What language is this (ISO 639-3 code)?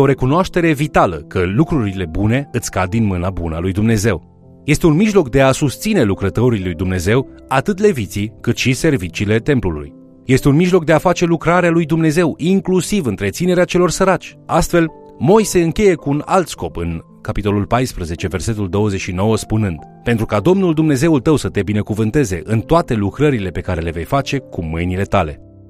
ron